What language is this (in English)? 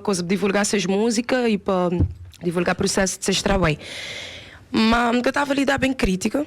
Kabuverdianu